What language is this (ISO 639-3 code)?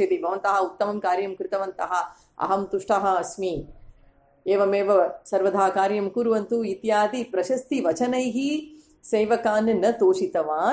san